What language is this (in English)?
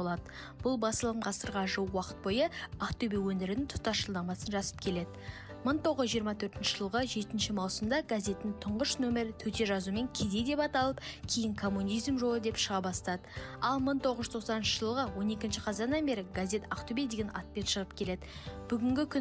Kazakh